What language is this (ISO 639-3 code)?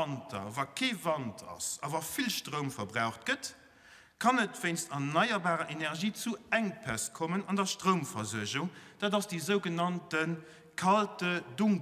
ltz